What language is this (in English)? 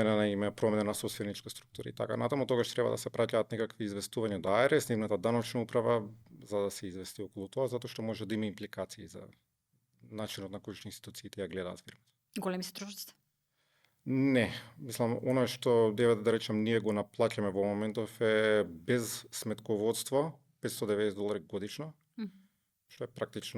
Macedonian